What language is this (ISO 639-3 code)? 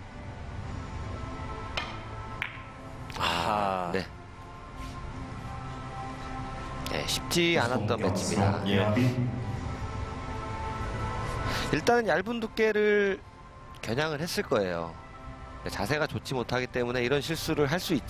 kor